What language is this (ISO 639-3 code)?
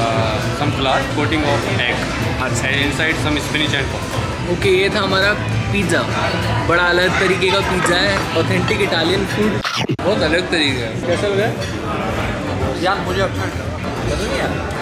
hin